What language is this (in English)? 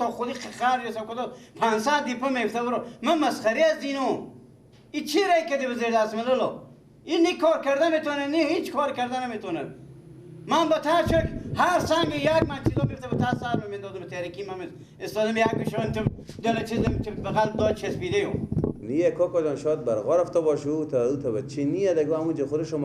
Persian